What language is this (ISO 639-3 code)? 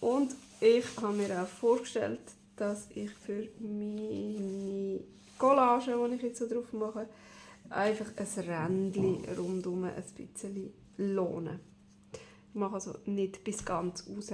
gsw